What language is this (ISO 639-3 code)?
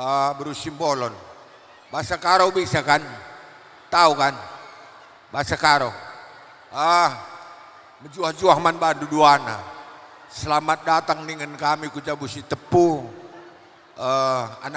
btx